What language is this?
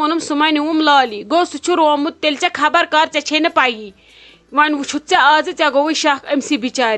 Kashmiri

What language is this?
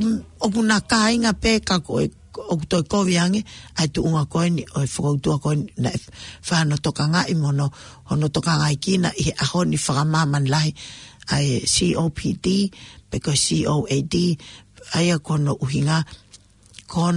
Tongan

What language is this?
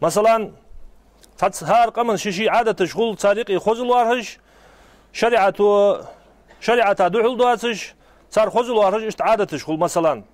Ingush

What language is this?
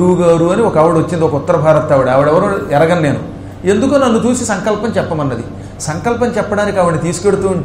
Telugu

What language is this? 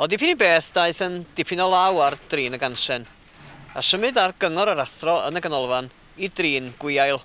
Welsh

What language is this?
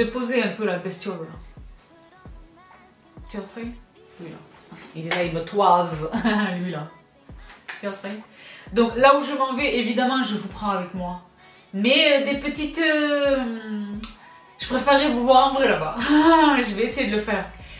French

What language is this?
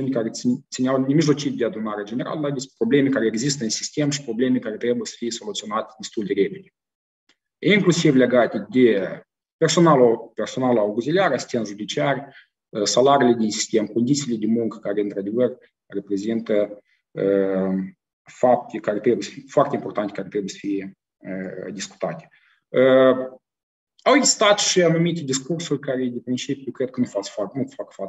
Romanian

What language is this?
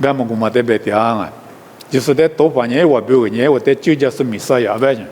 Lisu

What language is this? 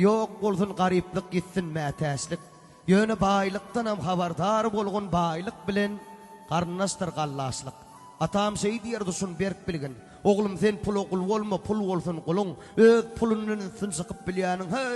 Turkmen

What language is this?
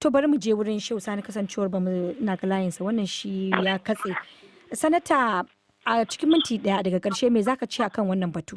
Hausa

